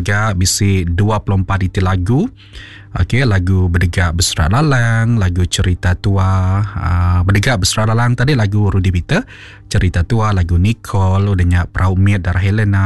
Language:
Iban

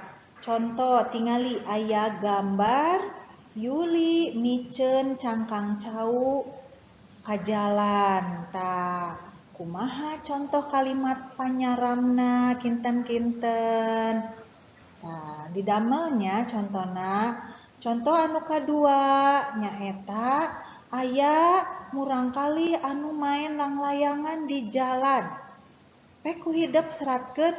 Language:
Sundanese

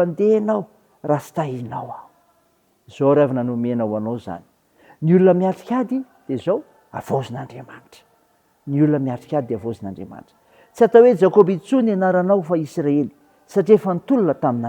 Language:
Malagasy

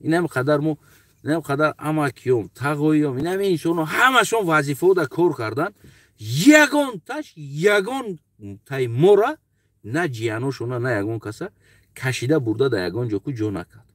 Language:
Tajik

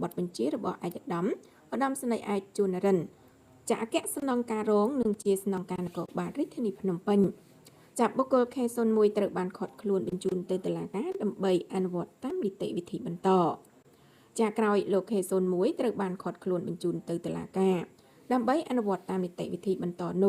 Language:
Khmer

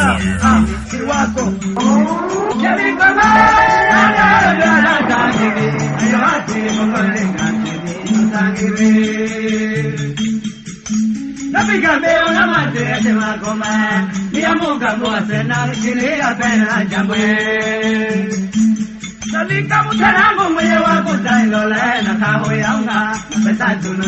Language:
Swahili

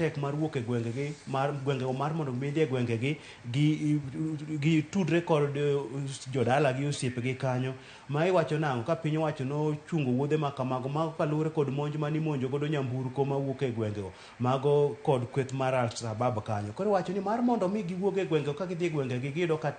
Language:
Luo (Kenya and Tanzania)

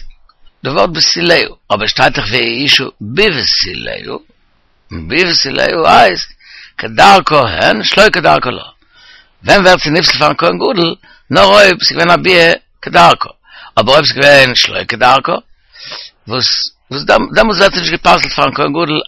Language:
Yiddish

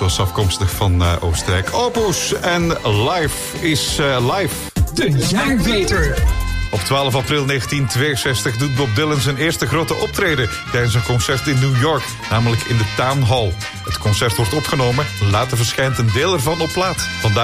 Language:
Dutch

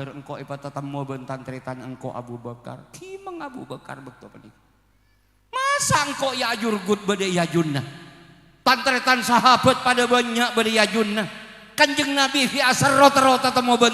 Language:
Madurese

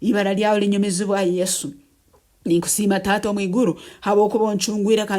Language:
Nyankole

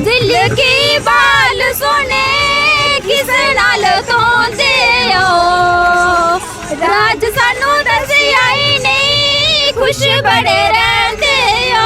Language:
Dogri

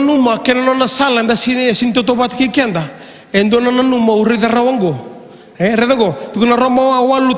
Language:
Fijian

